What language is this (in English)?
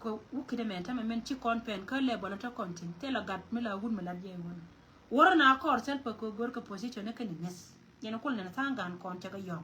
Nuer